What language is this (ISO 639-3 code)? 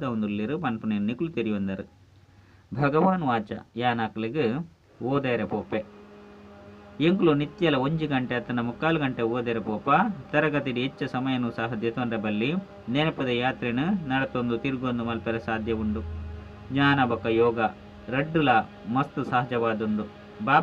tcy